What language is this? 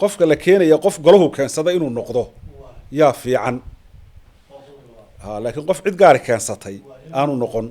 Somali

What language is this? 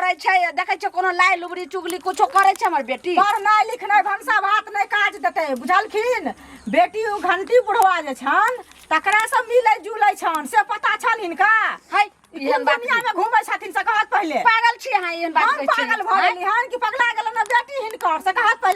Maithili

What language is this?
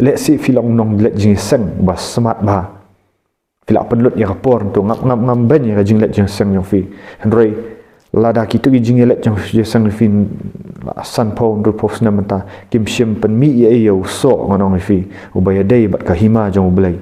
Khasi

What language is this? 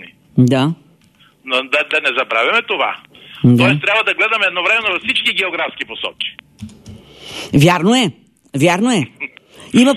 Bulgarian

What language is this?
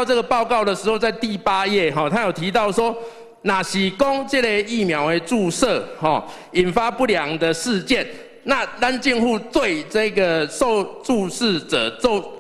Chinese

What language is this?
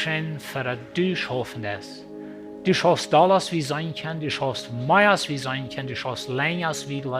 Plautdietsch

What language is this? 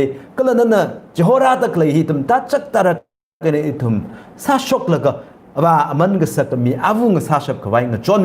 Tangkhul Naga (India)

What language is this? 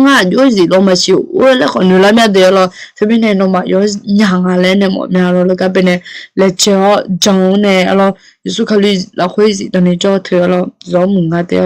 Akha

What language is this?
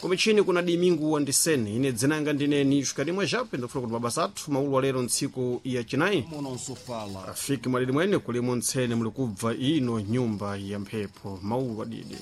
Sena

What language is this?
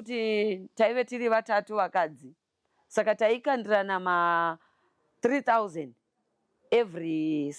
Shona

